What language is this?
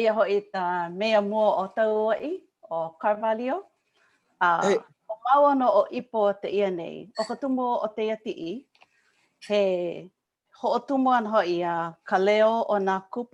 Hawaiian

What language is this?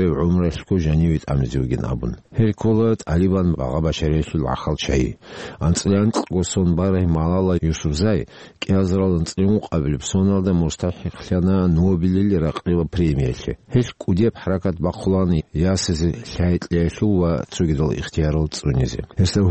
Avaric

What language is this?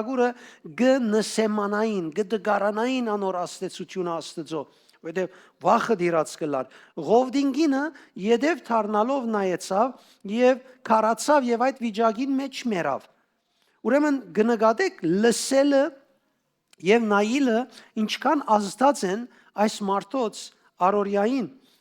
Western Armenian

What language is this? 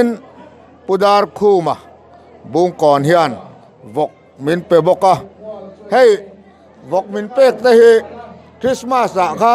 Mizo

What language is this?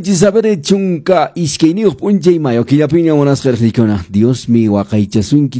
Quechua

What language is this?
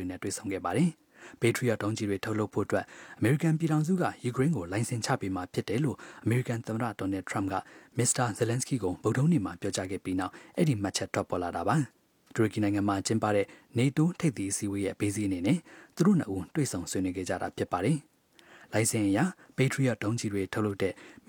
Burmese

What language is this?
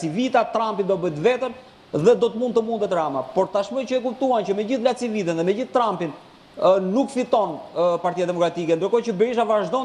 Albanian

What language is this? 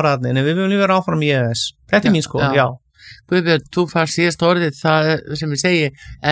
Icelandic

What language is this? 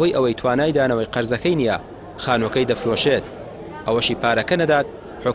Central Kurdish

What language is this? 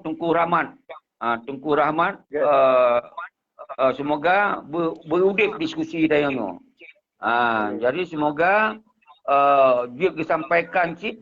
Achinese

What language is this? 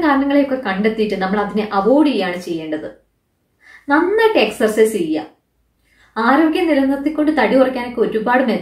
Malayalam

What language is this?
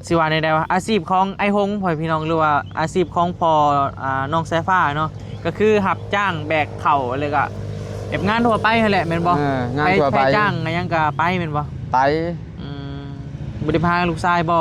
Northeastern Thai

